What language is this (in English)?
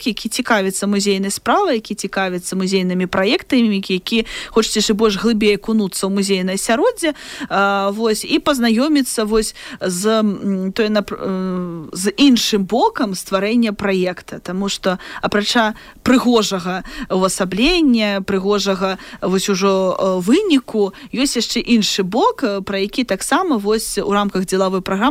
Belarusian